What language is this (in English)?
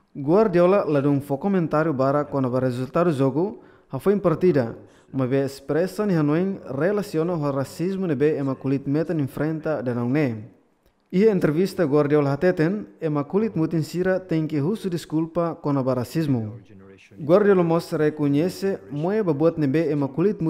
Tetum